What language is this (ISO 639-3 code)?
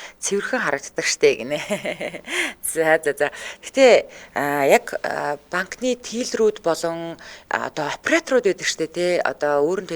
mon